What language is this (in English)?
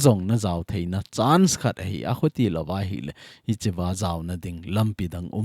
Thado Chin